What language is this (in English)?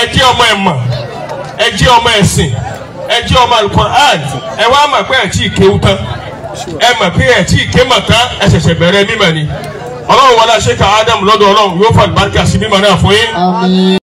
Yoruba